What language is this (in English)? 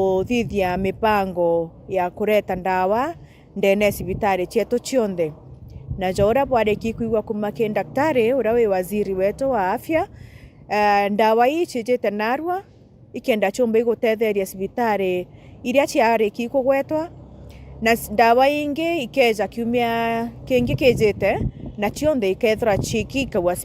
Meru